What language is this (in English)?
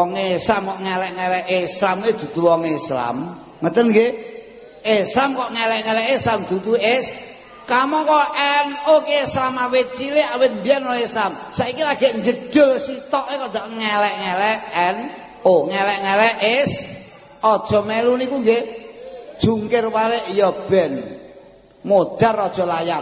Javanese